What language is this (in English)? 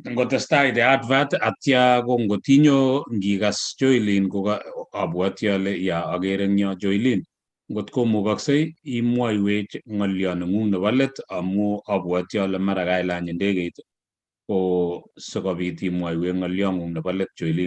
Kalenjin